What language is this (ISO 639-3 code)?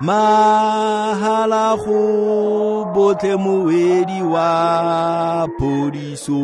tsn